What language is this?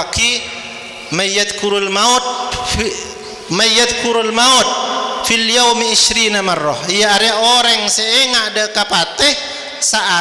Madurese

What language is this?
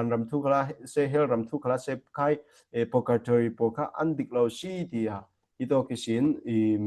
Falam Chin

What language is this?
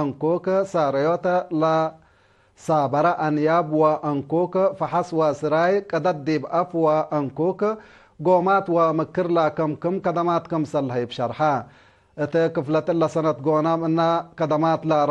Tigre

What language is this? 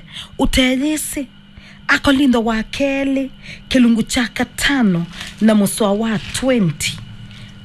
Kamba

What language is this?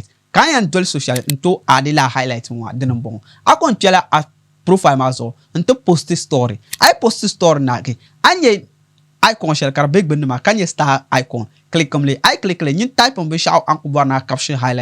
Dagbani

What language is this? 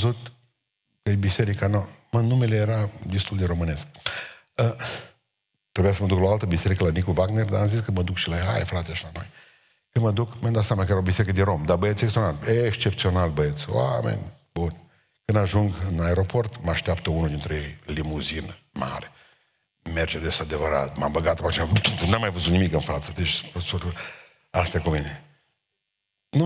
Romanian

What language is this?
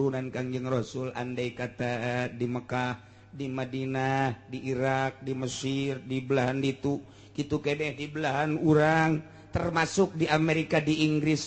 Sundanese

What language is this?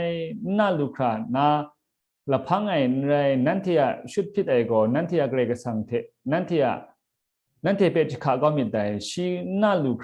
Kachin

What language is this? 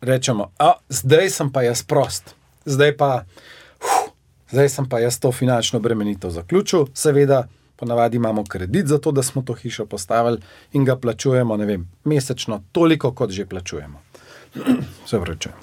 Slovenian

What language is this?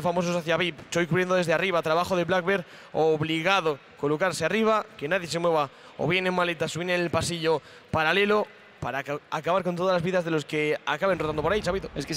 Spanish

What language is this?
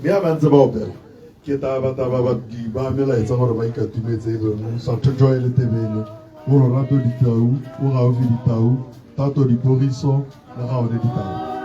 Tswana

